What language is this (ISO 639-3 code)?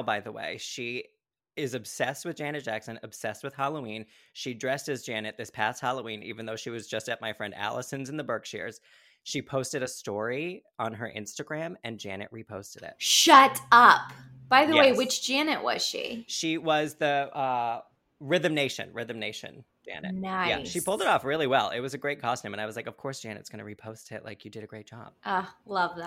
eng